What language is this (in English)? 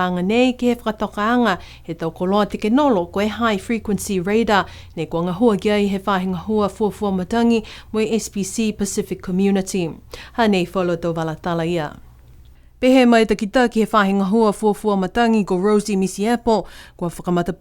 Niuean